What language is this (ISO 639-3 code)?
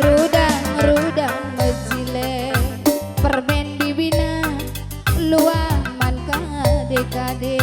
btx